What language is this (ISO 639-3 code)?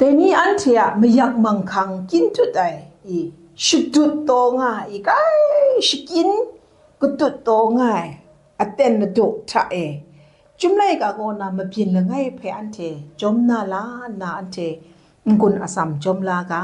kac